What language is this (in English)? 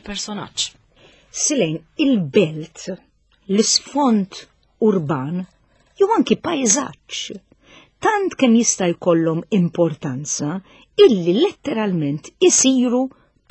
Maltese